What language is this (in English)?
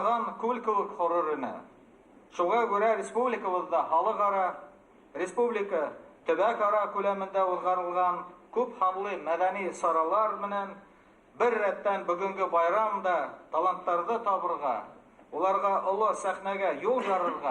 Bashkir